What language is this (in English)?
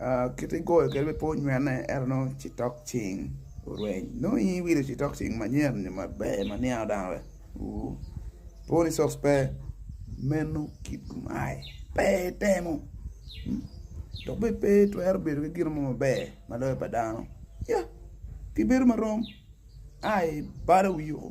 Acoli